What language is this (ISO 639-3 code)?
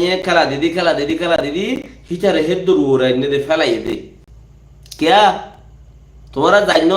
rhg